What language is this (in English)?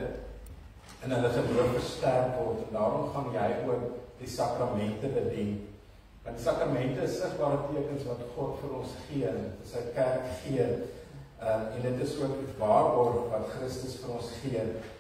Afrikaans